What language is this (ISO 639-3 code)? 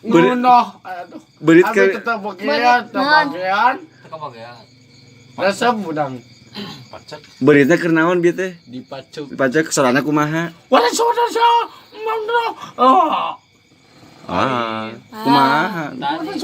sun